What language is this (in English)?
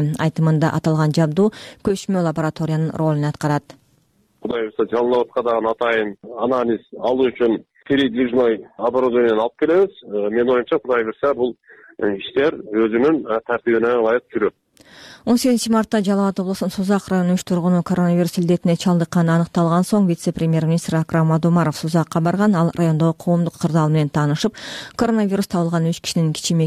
Kyrgyz